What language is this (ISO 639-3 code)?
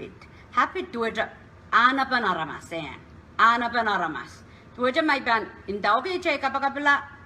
pon